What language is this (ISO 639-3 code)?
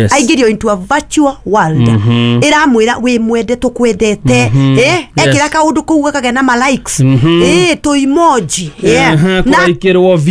kik